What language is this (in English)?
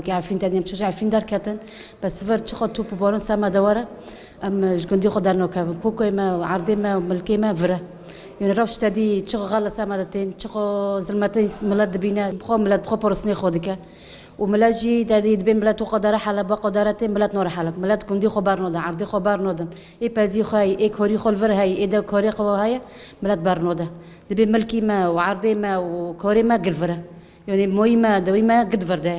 Kurdish